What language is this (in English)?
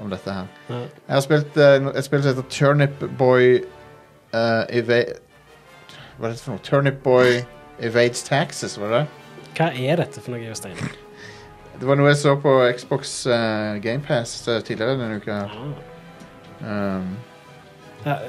Norwegian